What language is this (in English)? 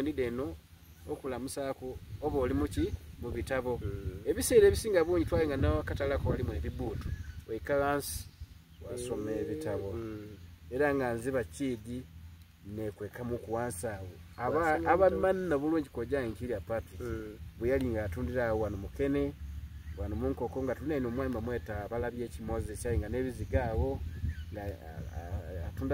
Soga